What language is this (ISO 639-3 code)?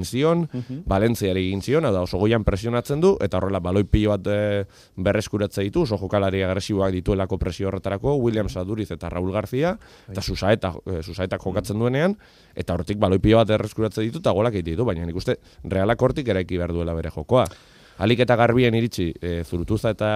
eus